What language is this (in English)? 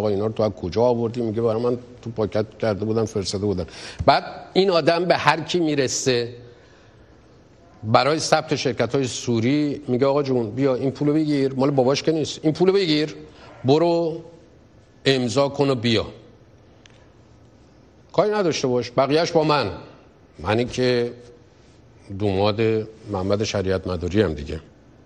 Persian